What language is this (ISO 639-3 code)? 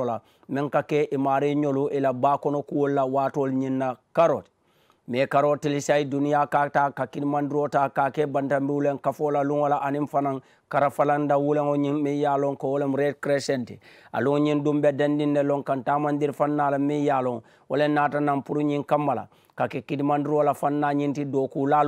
man